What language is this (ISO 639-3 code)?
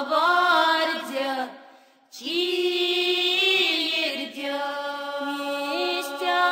myv